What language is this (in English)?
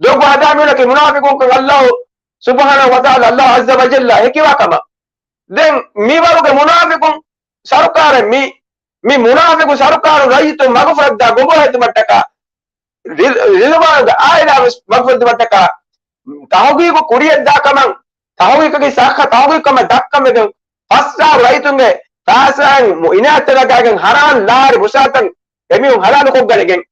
Divehi